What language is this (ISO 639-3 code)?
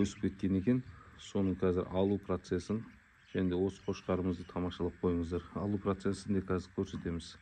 kaz